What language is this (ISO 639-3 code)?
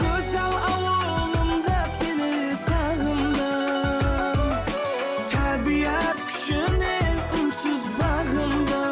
kaa